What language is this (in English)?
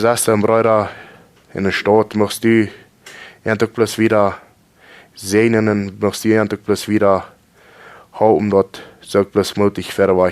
Plautdietsch